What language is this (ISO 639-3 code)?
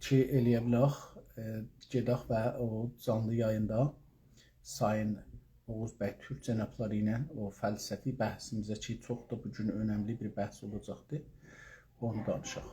azb